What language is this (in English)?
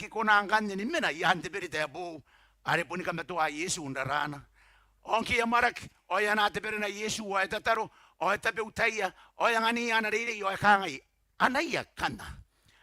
Gilbertese